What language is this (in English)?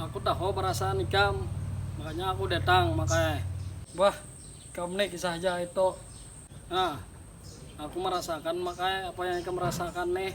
Banjar